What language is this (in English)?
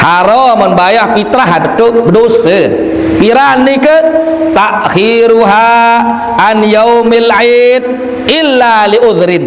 Sasak